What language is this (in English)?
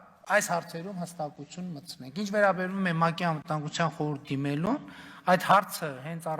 Western Armenian